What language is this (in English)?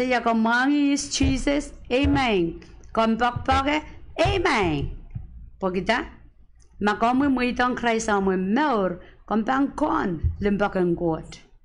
Pohnpeian